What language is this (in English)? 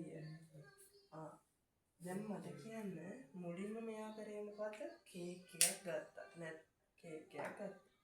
Sinhala